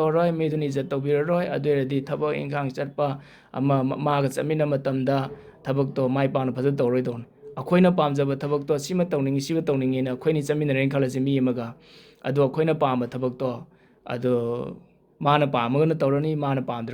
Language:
Manipuri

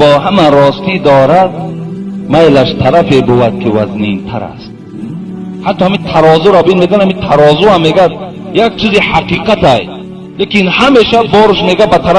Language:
Tajik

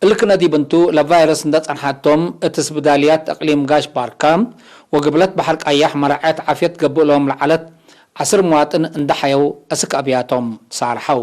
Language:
Tigre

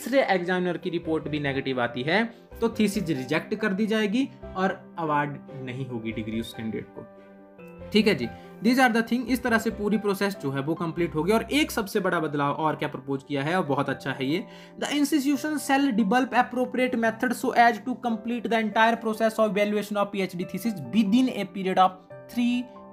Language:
Hindi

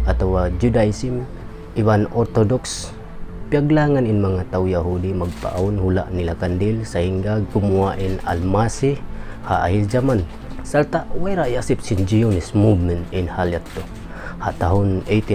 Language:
Tausug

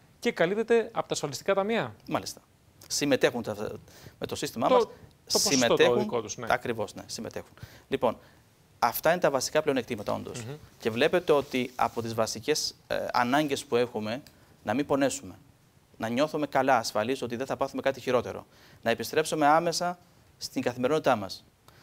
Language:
Greek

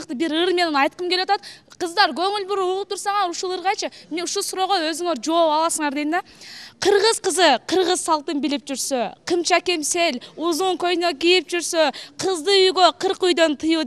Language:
Kyrgyz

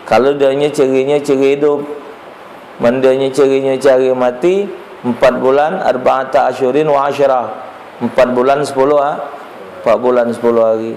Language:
Musi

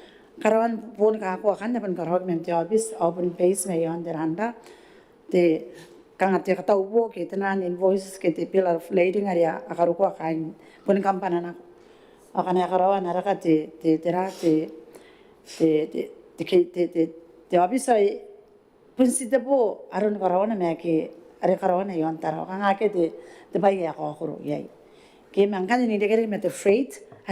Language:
Gilbertese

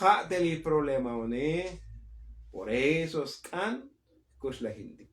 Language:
Tzotzil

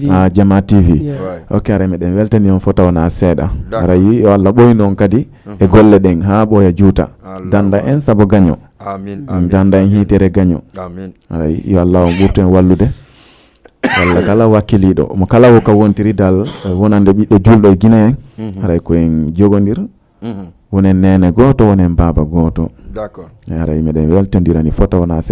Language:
Fula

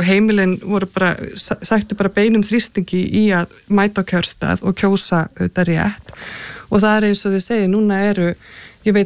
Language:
Icelandic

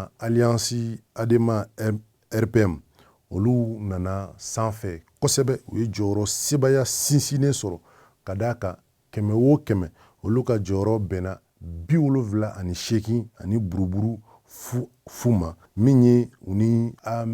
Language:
Bambara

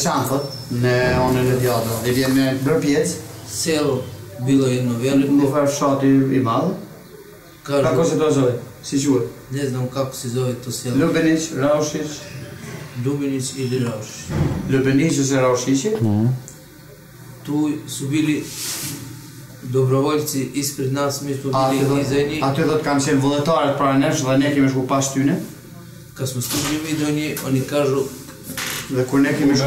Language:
Serbian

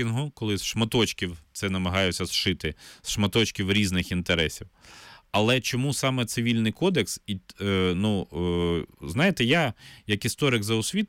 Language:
Ukrainian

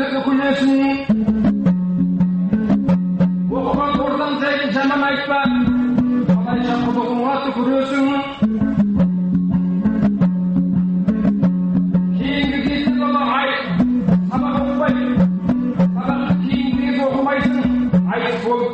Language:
Kazakh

